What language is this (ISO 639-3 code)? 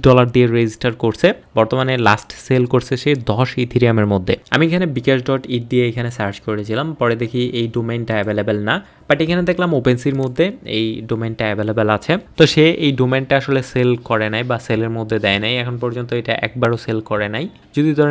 ben